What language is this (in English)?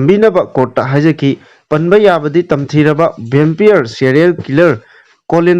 Manipuri